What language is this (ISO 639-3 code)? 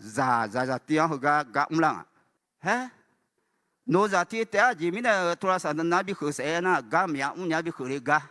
ahk